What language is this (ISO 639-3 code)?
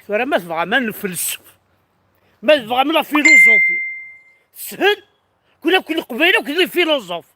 kab